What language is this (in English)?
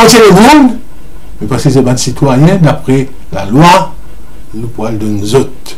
Morisyen